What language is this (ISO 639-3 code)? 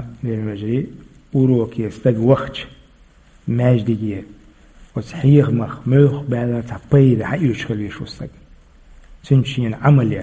che